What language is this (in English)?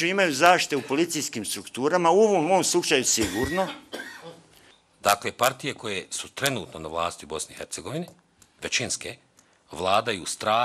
Bosnian